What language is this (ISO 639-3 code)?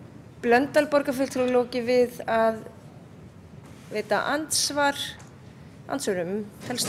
isl